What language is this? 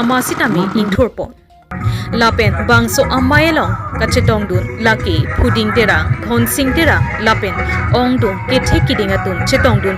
Karbi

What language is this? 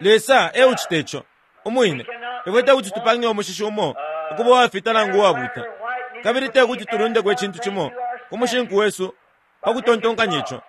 Bemba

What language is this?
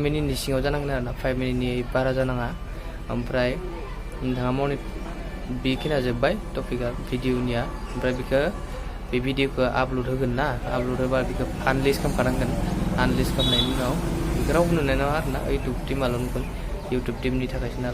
Bodo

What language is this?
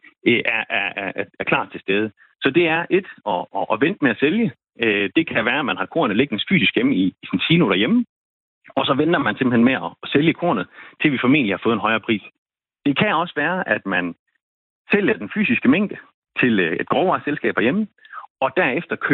Danish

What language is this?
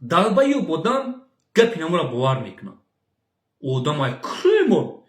Tajik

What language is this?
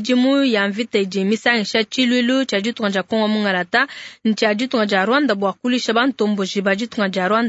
Luba-Lulua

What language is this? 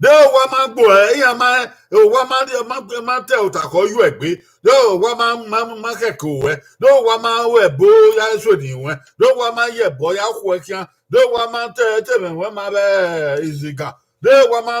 Bini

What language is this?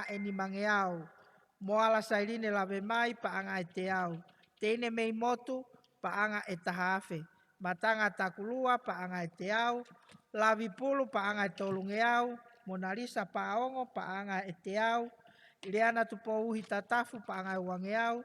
Tongan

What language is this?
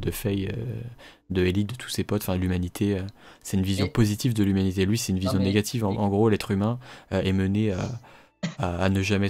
French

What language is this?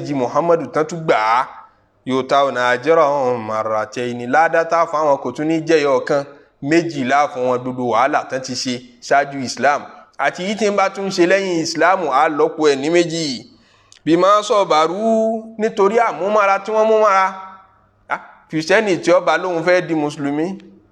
Yoruba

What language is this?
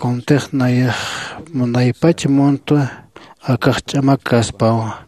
Aymara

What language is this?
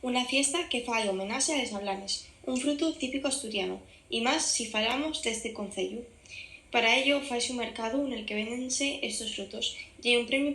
Asturian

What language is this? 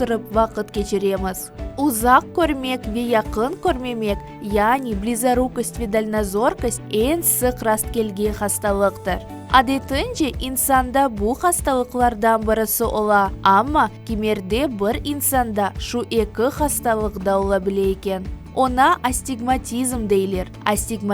Crimean Tatar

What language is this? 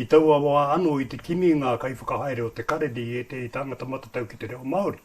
Māori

